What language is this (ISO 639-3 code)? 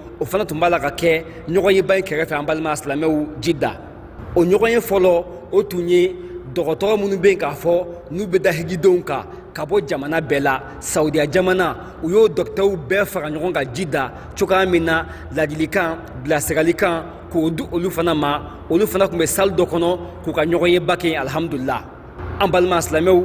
bam